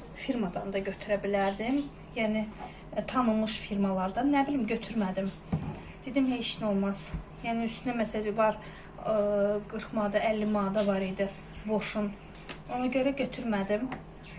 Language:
Azerbaijani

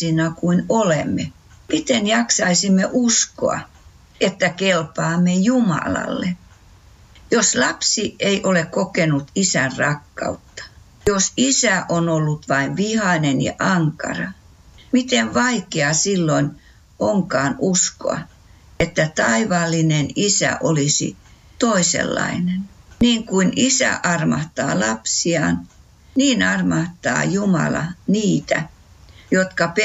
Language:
Finnish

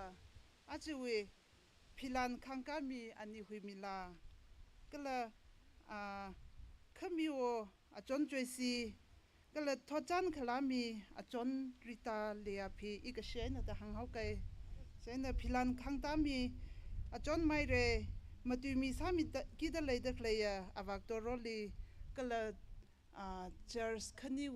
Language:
Tangkhul Naga (India)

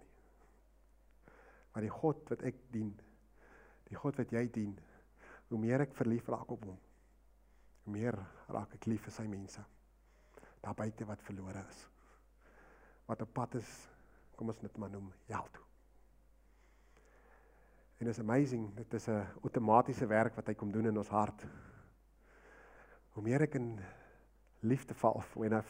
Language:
Afrikaans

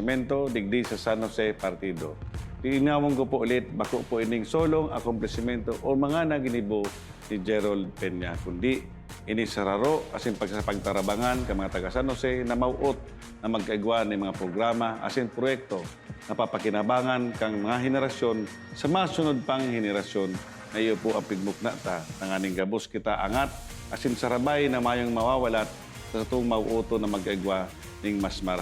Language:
Bikol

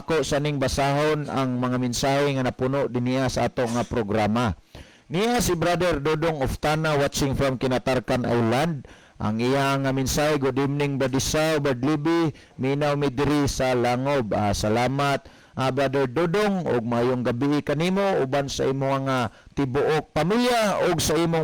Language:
Cebuano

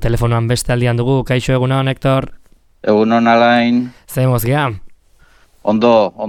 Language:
Basque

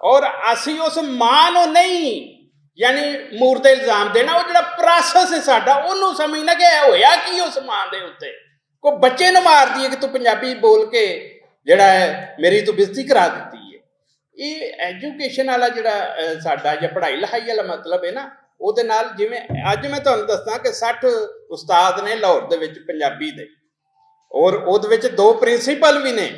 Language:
Western Panjabi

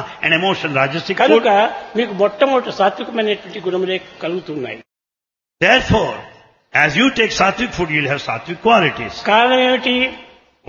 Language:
Telugu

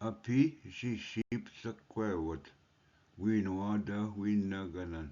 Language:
Ojibwa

